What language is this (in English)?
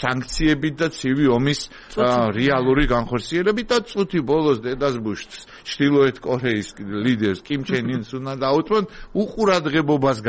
Georgian